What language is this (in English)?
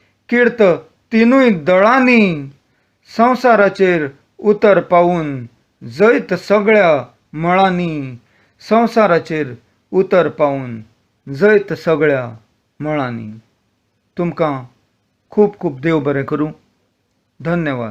Konkani